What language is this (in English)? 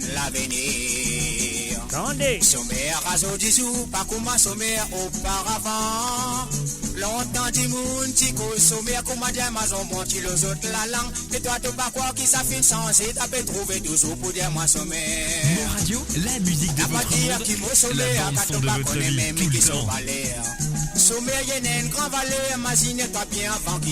Morisyen